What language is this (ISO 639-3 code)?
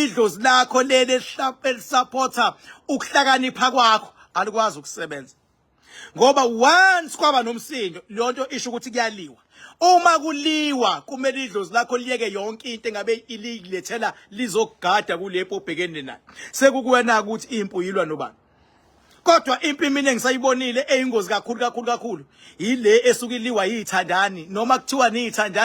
zul